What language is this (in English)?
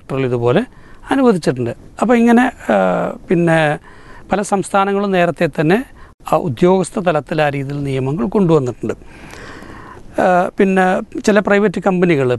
Malayalam